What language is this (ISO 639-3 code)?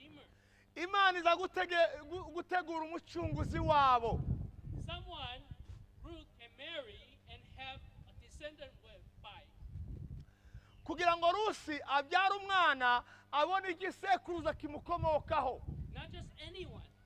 kin